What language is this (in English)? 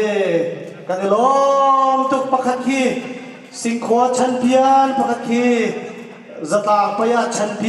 Hakha Chin